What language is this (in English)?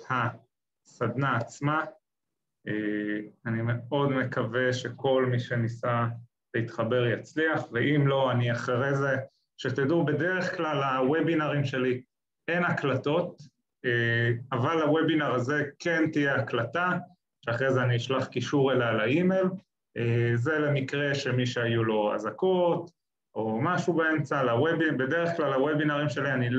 Hebrew